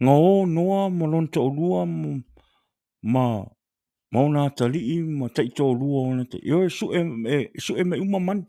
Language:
Samoan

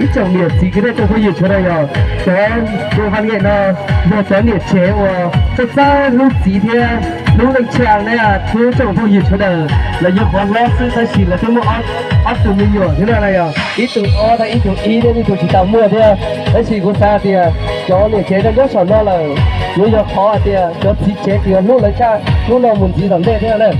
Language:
Hmong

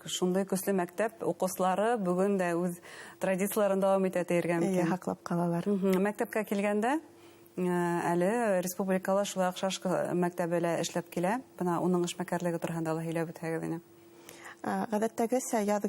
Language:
Bashkir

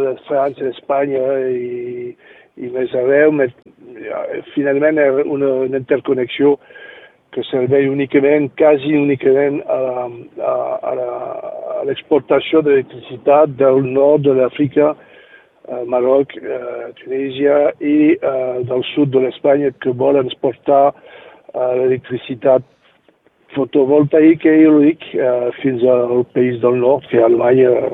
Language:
Catalan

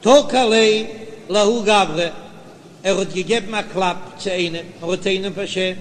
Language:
Yiddish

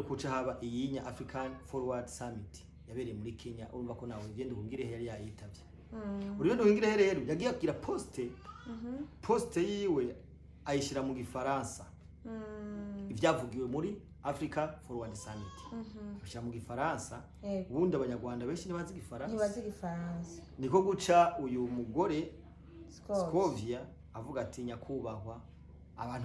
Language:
Rundi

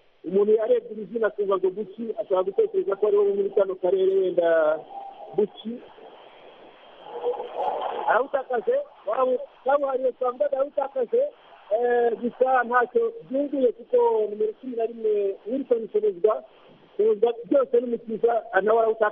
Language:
Kinyarwanda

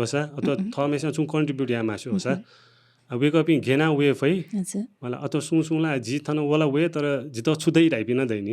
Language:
Newari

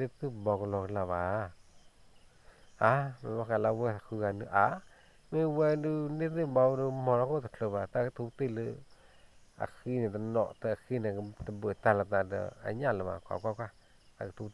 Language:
S'gaw Karen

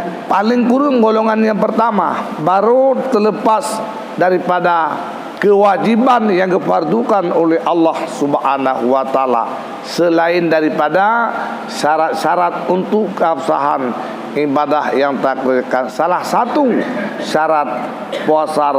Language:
Achinese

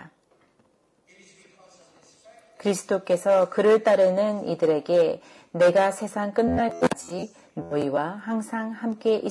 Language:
Korean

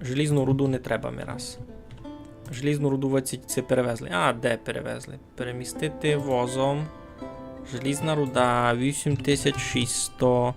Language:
Rusyn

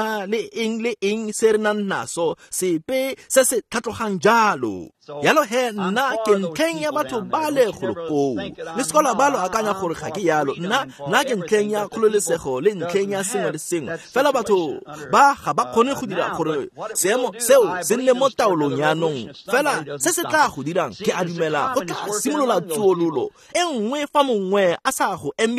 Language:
Tswana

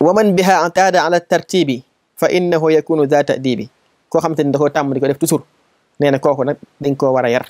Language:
Wolof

